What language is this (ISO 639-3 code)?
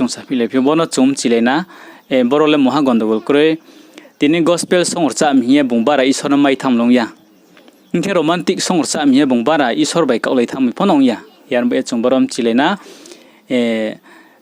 ria